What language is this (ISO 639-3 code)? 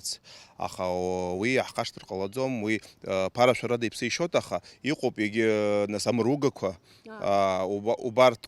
abk